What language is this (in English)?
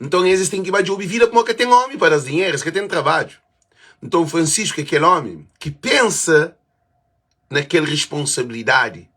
Kabuverdianu